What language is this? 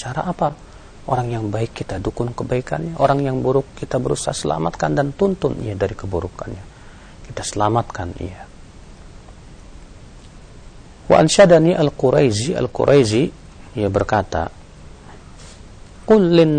Indonesian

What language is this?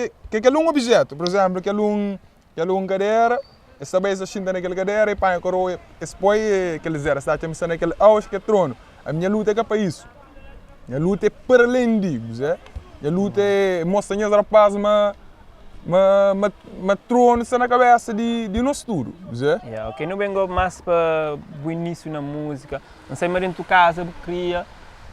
Kabuverdianu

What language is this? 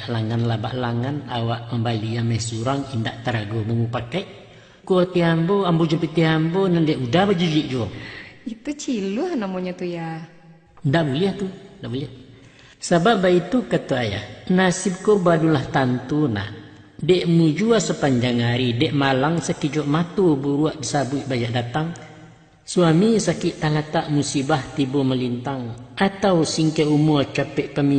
Minangkabau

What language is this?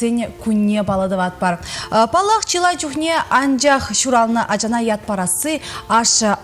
Chuvash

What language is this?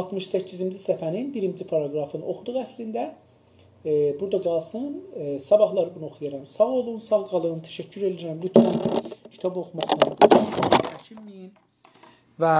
South Azerbaijani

